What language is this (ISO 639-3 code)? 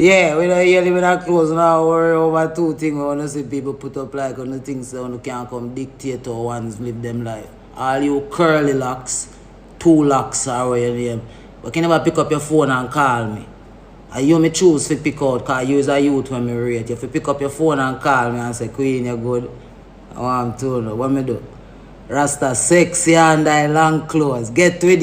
jam